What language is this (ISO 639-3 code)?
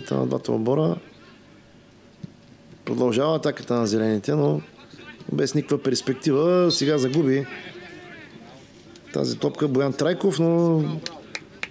bul